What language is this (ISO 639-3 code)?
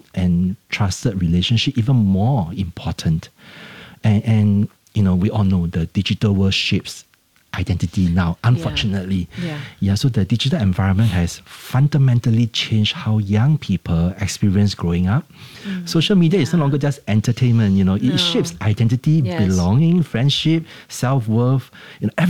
eng